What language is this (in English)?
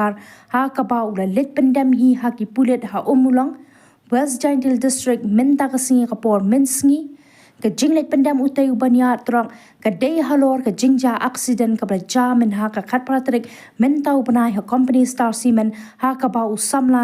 Khasi